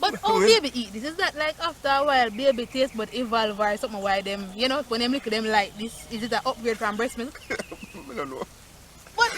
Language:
Jamaican Creole English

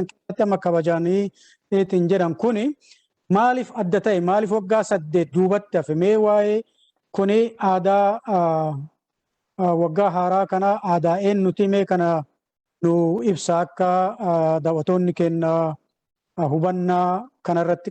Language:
Oromo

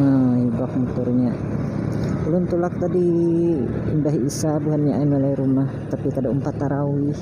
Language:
Banjar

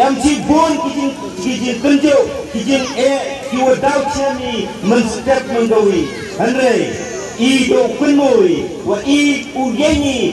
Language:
Khasi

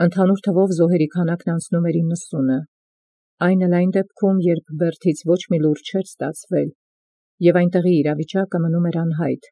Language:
Armenian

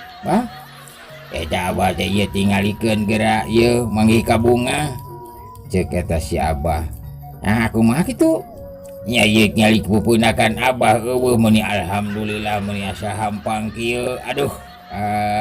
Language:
Sundanese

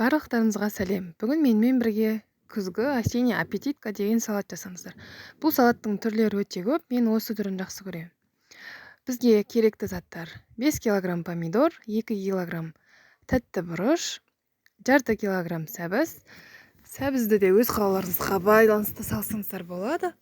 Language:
Kazakh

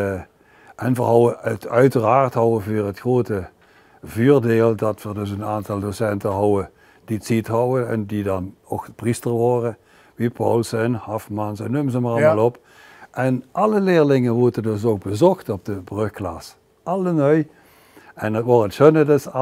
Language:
Limburgish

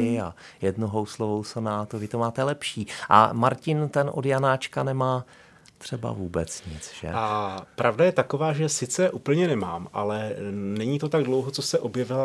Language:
Czech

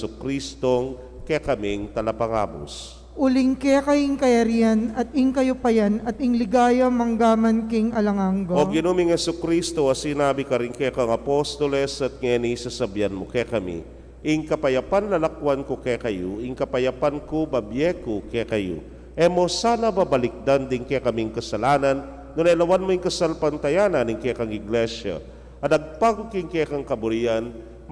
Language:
Pampanga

